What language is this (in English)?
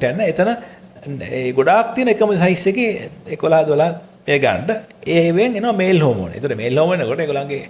Sinhala